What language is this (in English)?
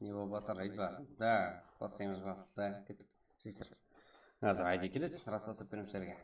Kara-Kalpak